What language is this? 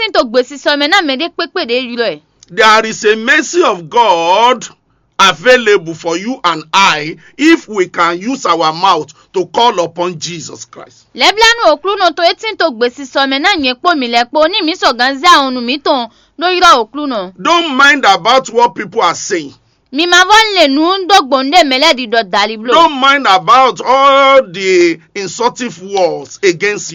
Fon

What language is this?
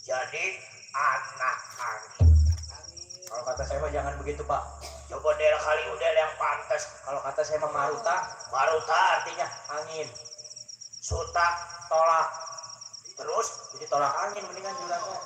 Betawi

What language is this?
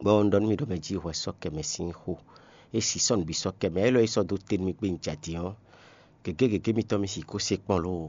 Fon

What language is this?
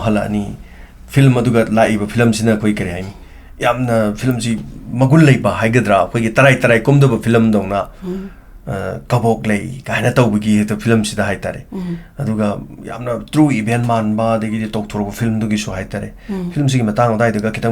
Manipuri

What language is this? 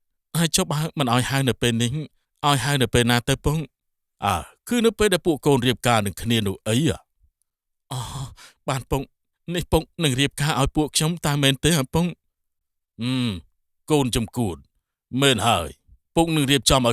Khmer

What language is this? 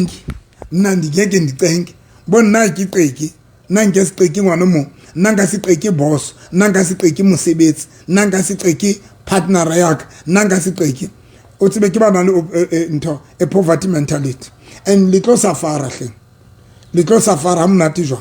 Southern Sotho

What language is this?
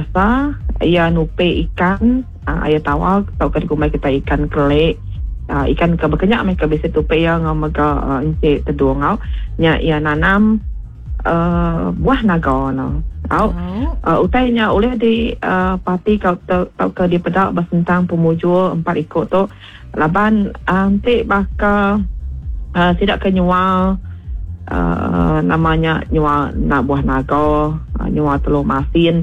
Iban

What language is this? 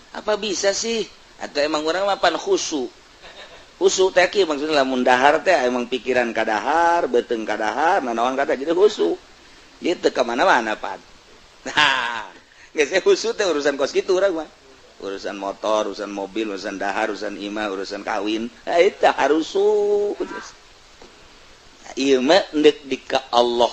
Sundanese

